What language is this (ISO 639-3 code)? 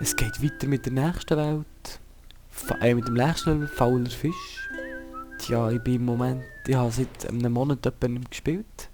gsw